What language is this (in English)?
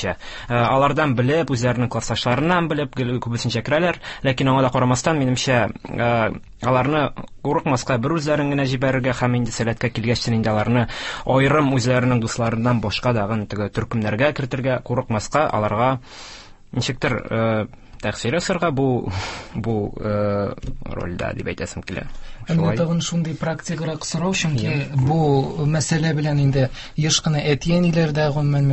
Tatar